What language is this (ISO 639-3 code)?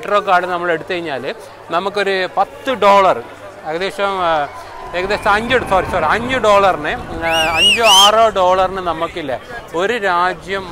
mal